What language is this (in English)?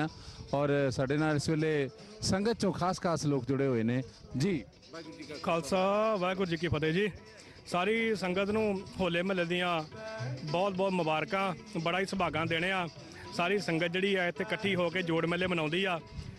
Punjabi